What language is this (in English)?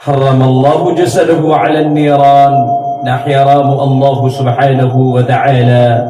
Maranao